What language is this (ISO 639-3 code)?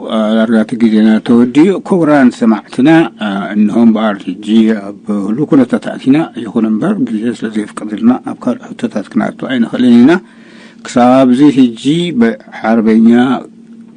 tir